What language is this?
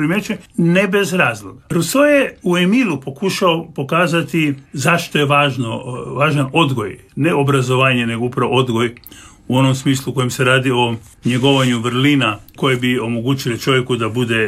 Croatian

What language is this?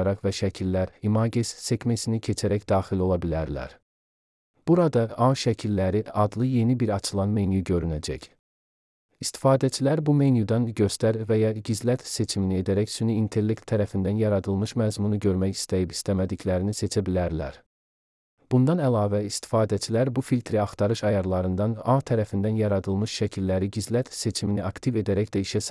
Azerbaijani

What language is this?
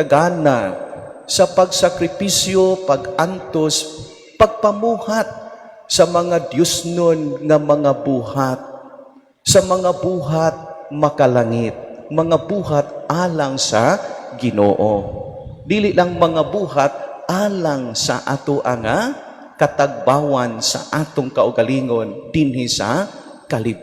Cebuano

